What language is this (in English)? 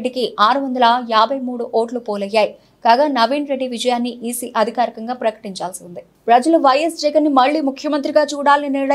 Telugu